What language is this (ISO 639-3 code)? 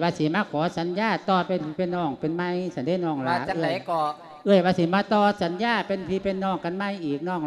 lao